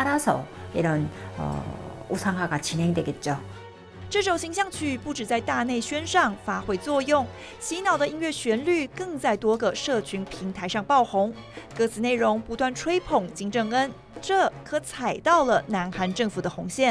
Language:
Chinese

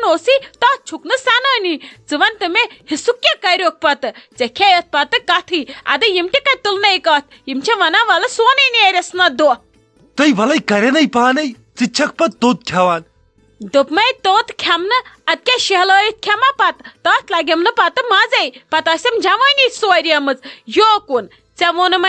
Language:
Kashmiri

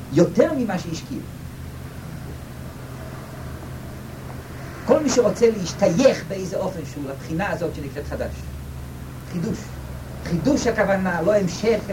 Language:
Hebrew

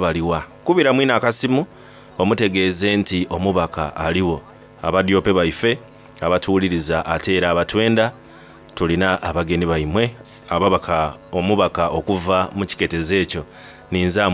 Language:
Soga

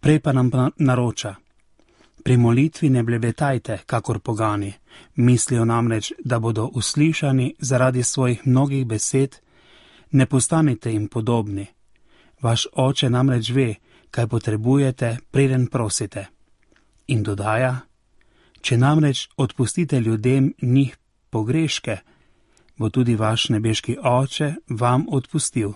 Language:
Slovenian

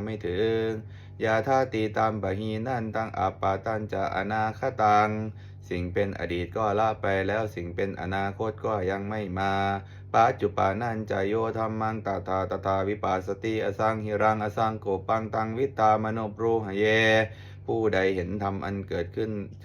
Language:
Pali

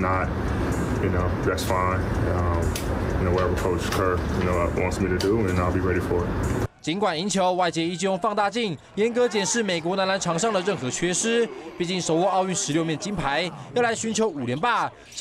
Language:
Chinese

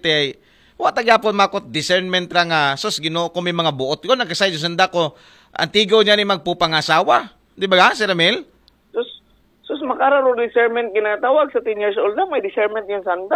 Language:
Aklanon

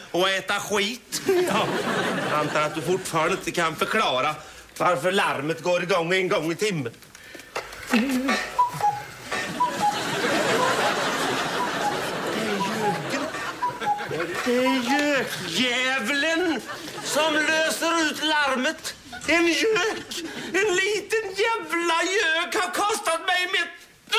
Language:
Swedish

